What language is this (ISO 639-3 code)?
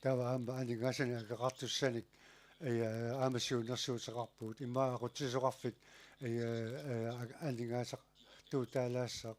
kal